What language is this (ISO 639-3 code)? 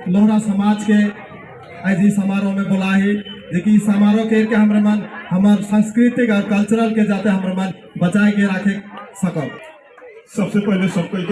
sck